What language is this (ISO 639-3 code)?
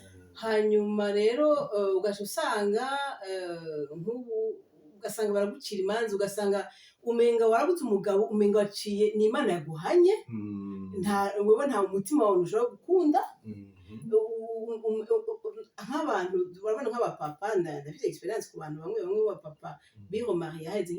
run